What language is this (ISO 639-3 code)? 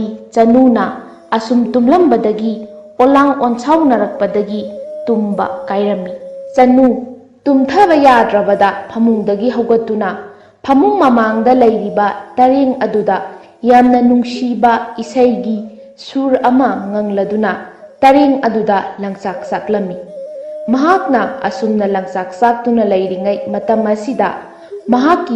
mni